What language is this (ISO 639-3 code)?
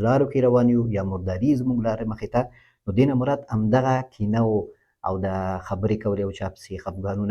pus